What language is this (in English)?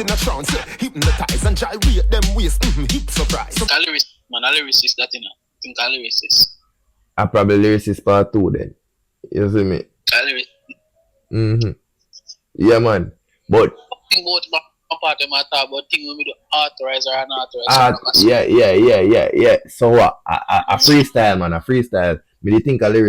Jamaican Creole English